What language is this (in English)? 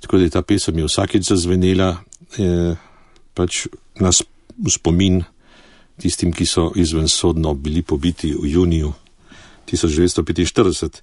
Slovenian